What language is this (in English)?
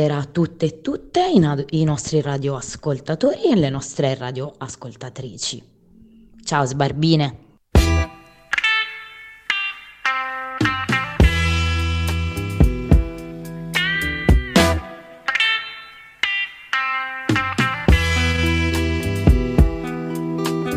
Italian